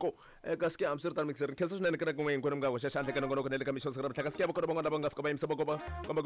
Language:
Tsonga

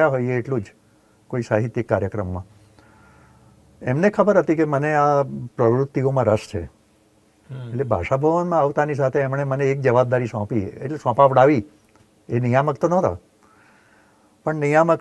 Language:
Gujarati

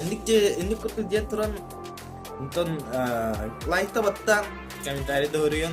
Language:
Yakut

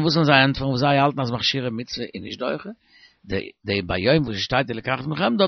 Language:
Yiddish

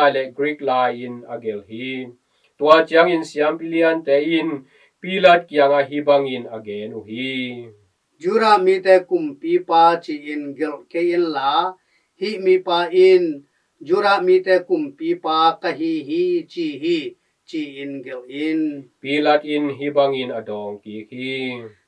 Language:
Tedim Chin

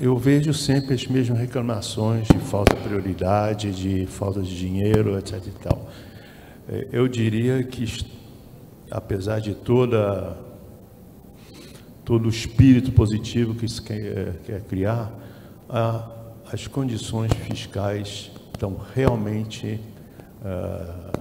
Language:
Portuguese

